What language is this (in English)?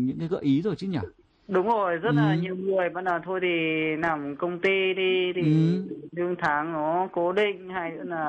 Vietnamese